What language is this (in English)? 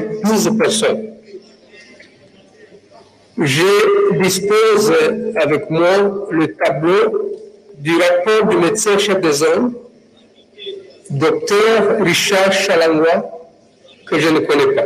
French